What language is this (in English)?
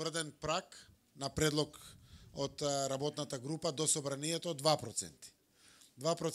Macedonian